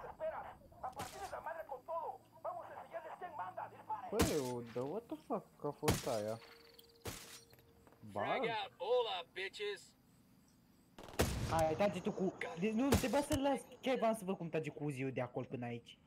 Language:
Romanian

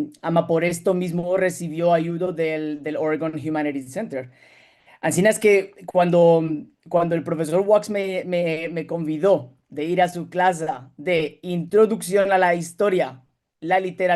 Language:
Ladino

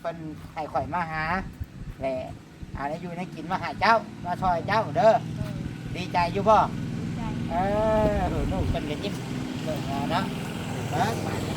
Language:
Lao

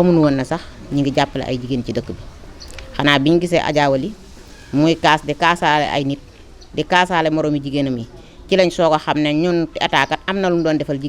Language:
Wolof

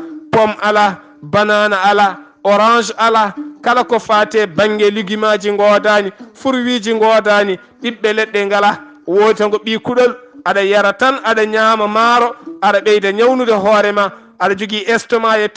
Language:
Fula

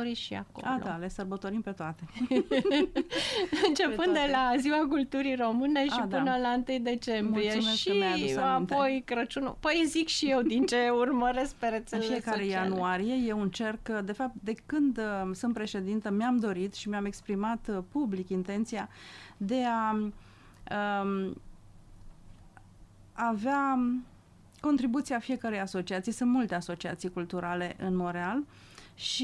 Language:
Romanian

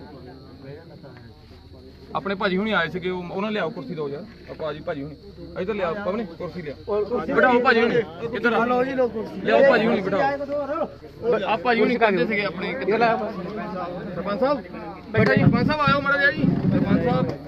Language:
Punjabi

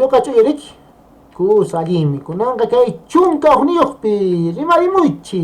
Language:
Quechua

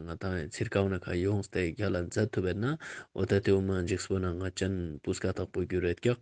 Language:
Ladakhi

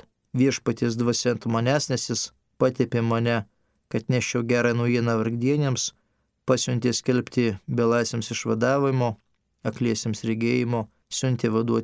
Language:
Lithuanian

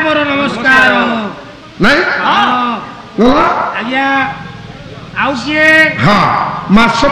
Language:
Odia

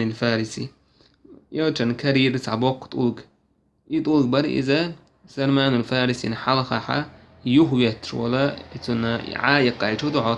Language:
Chechen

